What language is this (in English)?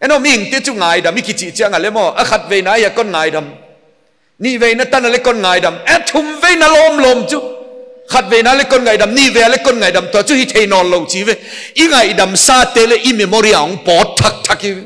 Paite Chin